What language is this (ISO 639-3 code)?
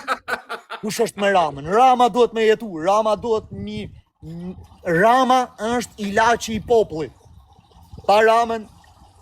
sqi